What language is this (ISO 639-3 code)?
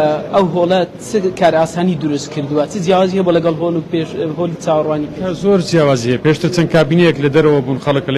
ckb